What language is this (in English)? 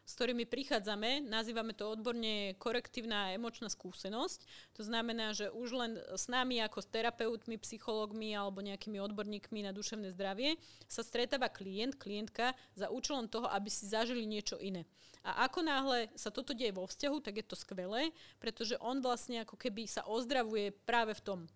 Slovak